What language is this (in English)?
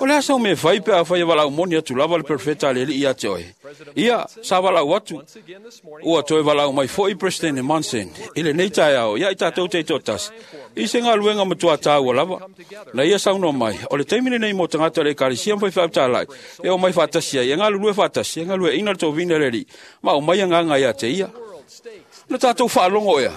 Samoan